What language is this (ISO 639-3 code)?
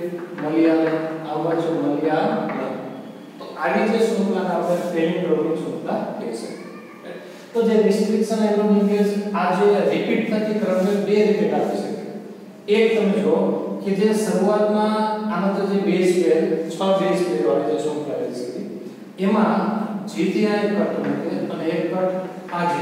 guj